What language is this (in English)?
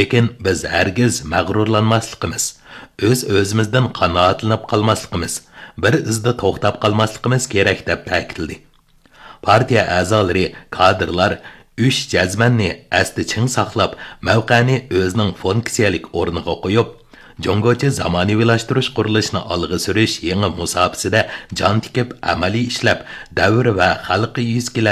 Uyghur